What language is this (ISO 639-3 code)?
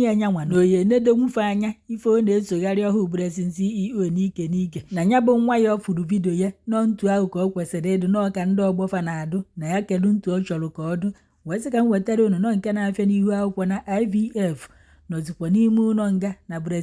ibo